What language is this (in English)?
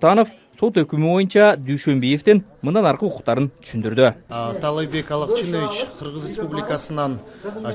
Kyrgyz